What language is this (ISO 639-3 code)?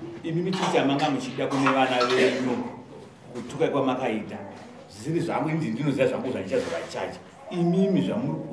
sna